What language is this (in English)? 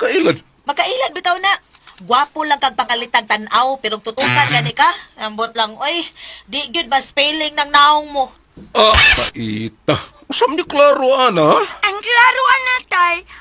Cebuano